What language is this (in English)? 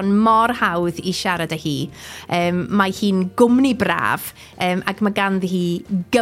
Welsh